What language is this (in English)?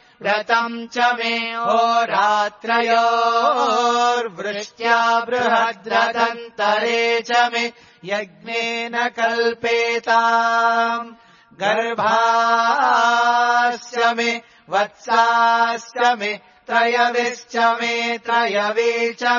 Sanskrit